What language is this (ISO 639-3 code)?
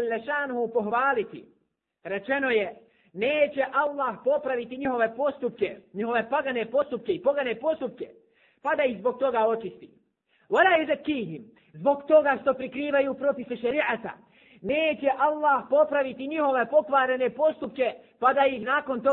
bos